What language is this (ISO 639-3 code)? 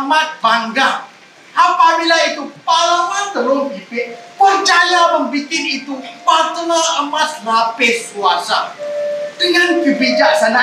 msa